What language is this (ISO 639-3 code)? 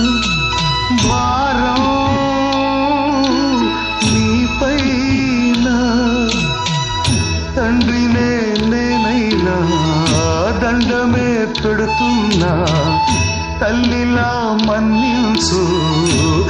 tel